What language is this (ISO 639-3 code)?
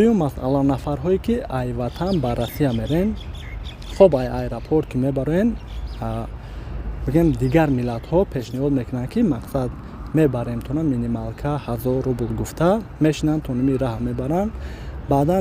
tgk